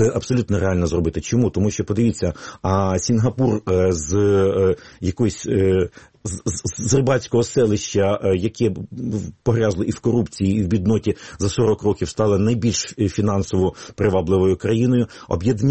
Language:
Ukrainian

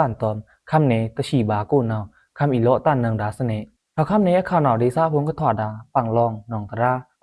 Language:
Pa'o Karen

